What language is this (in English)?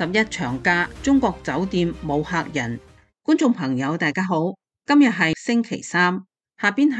Cantonese